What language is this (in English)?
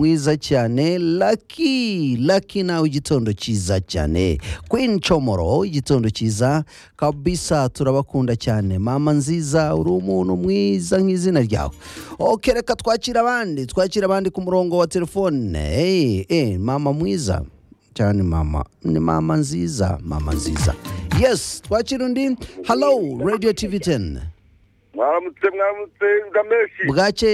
Kinyarwanda